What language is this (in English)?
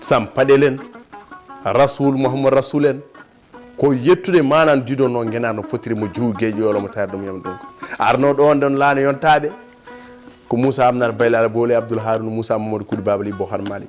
Fula